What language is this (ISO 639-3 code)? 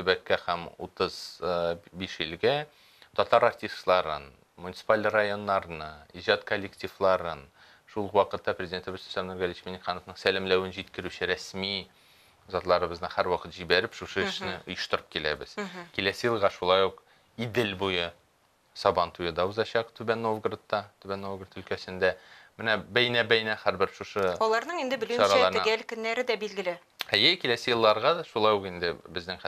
tat